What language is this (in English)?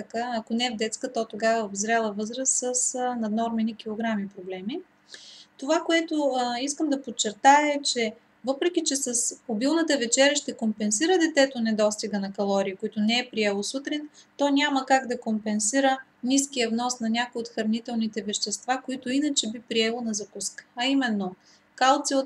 Bulgarian